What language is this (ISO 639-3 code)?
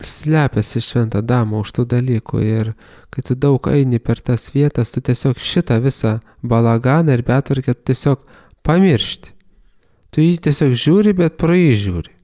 lit